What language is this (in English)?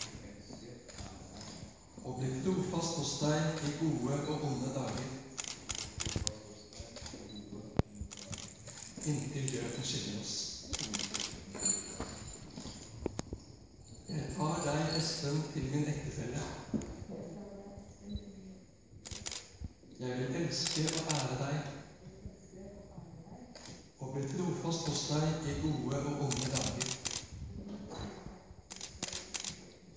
Norwegian